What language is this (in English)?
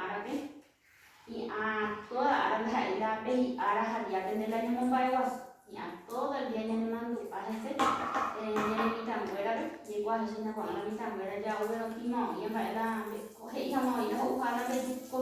Guarani